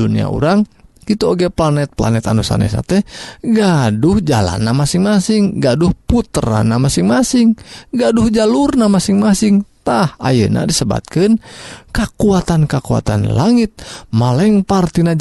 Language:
Sundanese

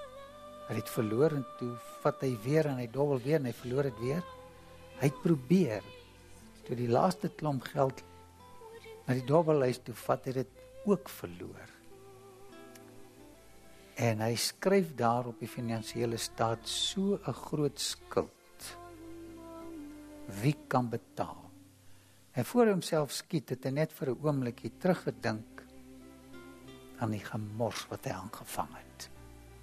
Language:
Afrikaans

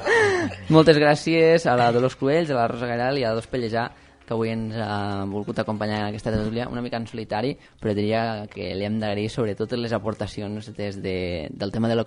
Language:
Catalan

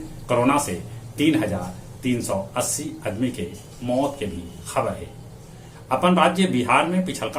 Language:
Magahi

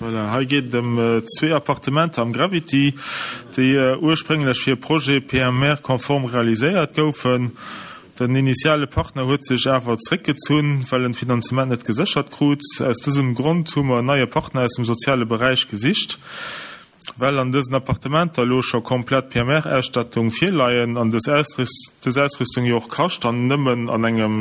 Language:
Luxembourgish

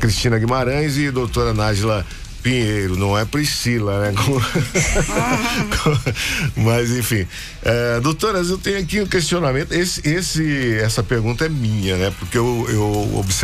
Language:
Portuguese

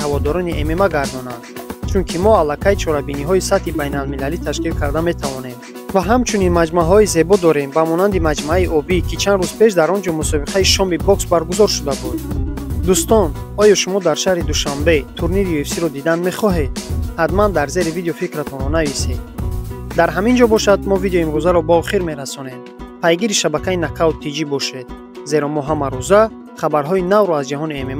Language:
Tajik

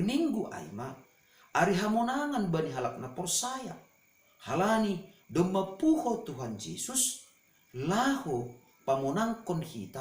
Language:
Batak Simalungun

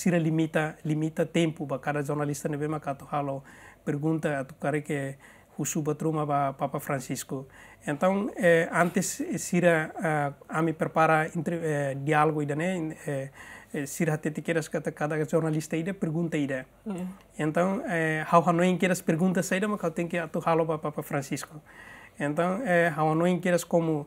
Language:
Tetum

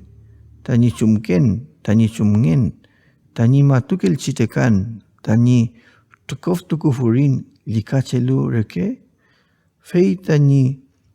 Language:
Mapuche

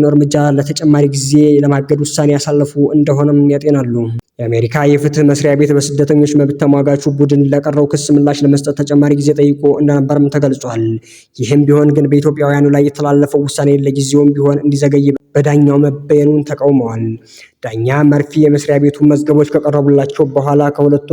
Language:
Amharic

